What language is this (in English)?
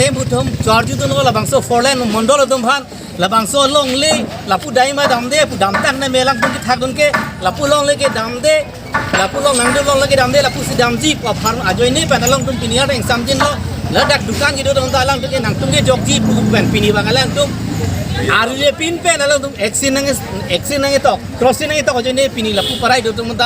Karbi